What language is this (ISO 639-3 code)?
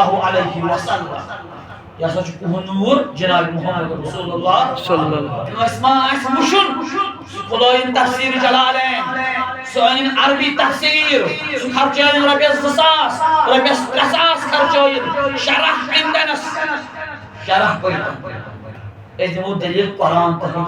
kas